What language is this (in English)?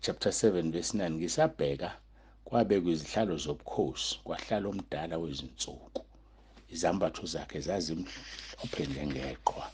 Zulu